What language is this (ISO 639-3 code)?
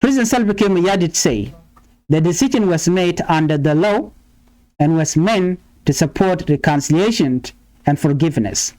nus